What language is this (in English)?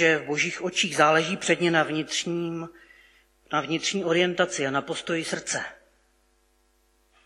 Czech